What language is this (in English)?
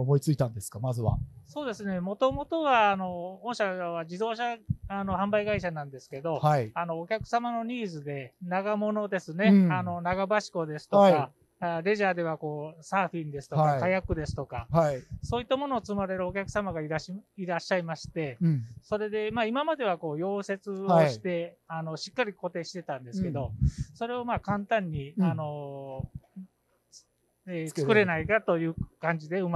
Japanese